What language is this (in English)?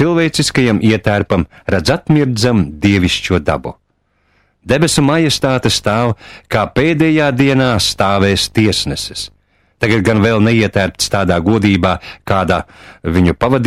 Latvian